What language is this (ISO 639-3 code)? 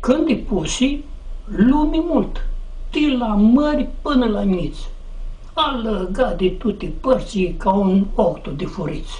rup